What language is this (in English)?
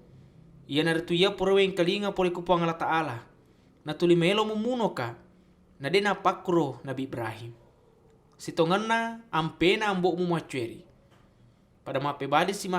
Buginese